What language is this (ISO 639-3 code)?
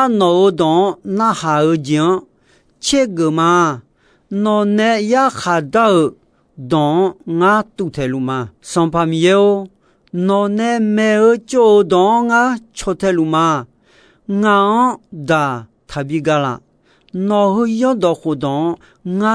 ahk